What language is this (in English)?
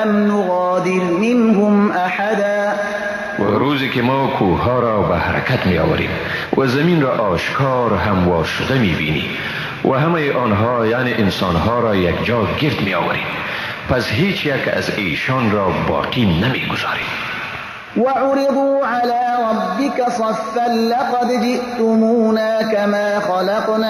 Persian